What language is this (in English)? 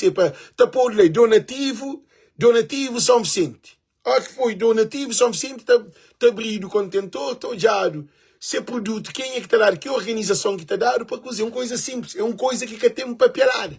Kabuverdianu